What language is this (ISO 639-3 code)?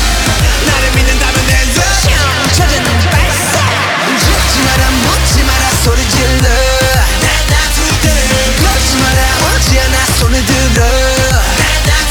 kor